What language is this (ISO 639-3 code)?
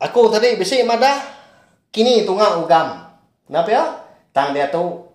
iba